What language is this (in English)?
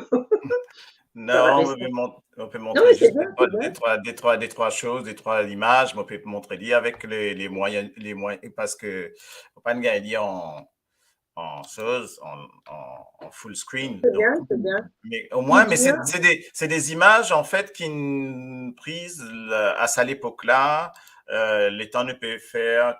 Morisyen